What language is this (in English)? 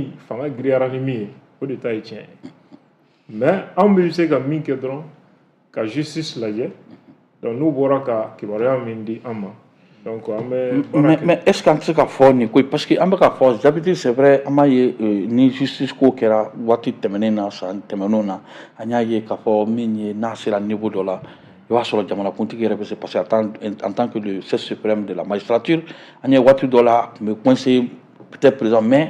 Bambara